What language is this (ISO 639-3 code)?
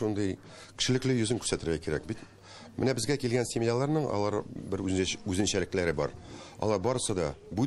tat